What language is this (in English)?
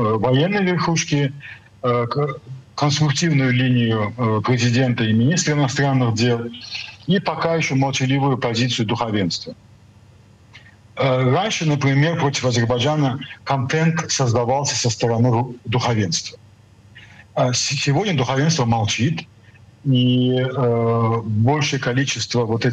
Russian